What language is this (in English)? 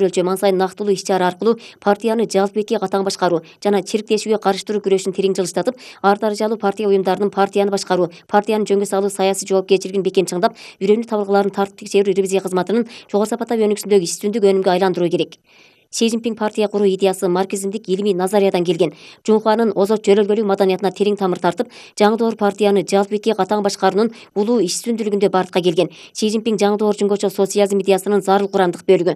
Kyrgyz